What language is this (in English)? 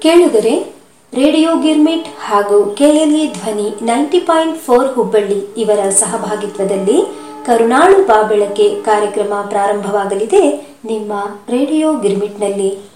Kannada